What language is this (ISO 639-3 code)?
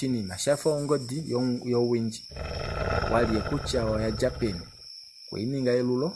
kua